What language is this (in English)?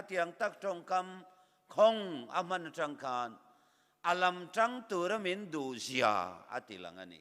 Mizo